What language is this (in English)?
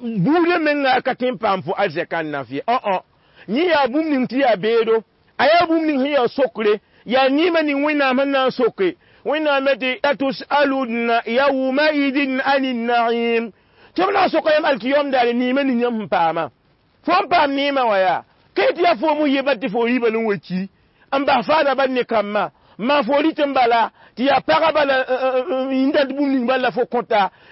Mossi